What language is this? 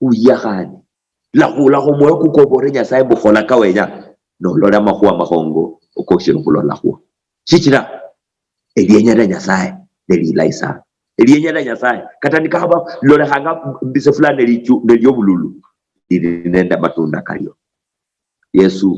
Luyia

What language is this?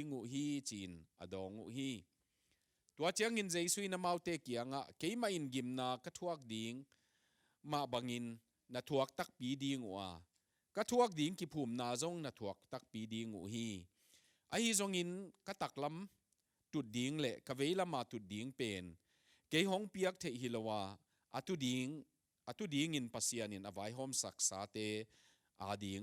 Tedim Chin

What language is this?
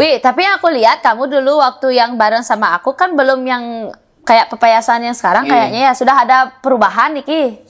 Balinese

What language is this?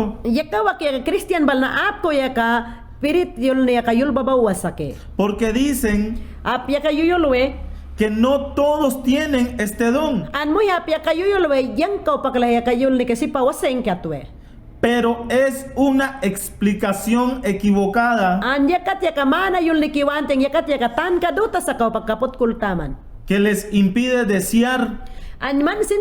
Mayangna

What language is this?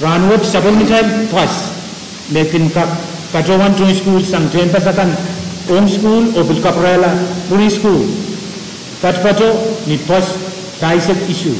Pohnpeian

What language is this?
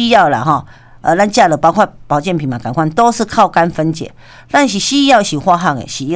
Min Nan Chinese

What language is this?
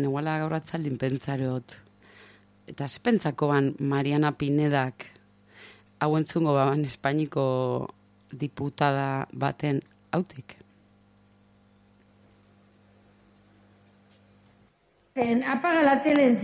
Basque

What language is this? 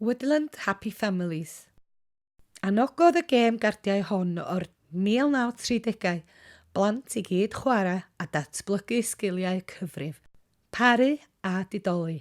Welsh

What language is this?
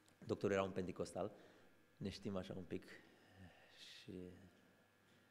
Romanian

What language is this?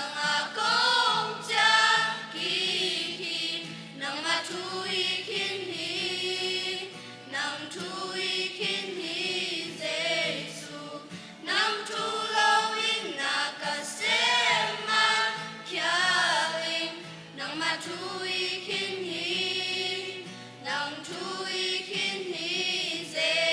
Tedim Chin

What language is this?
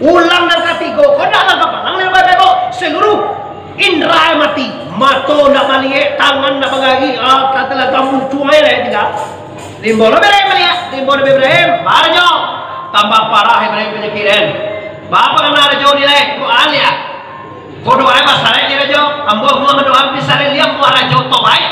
Minangkabau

